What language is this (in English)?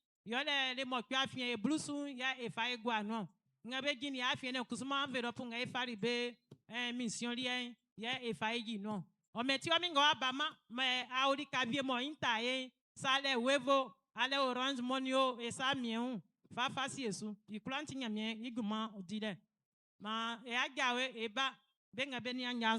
Baoulé